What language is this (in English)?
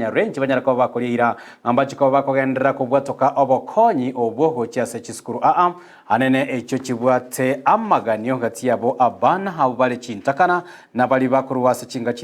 Gusii